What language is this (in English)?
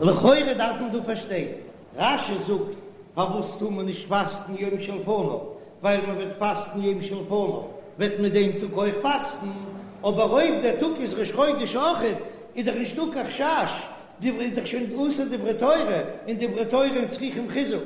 Yiddish